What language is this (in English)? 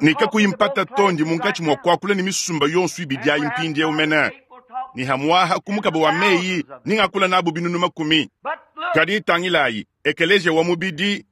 Luba-Lulua